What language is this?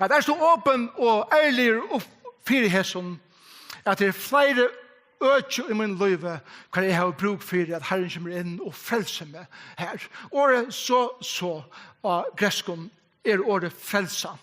Faroese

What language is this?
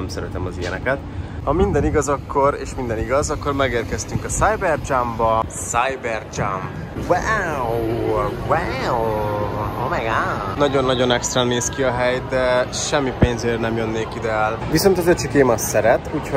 Hungarian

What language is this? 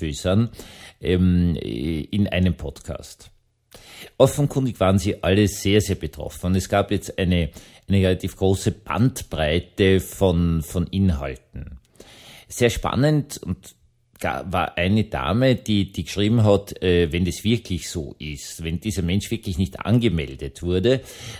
German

